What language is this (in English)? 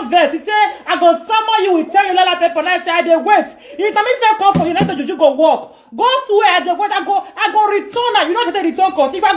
Nigerian Pidgin